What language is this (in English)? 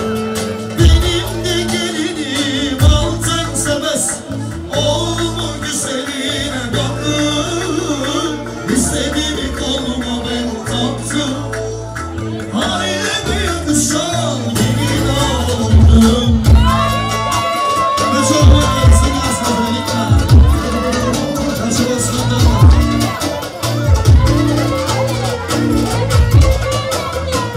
Turkish